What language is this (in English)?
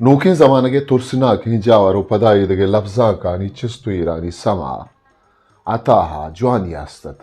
Eastern Balochi